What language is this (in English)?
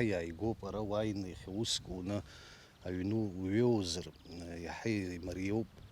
Abkhazian